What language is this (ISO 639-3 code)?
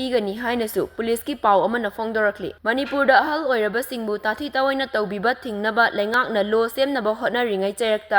mni